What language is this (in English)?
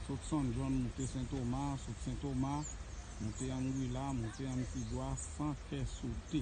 Haitian Creole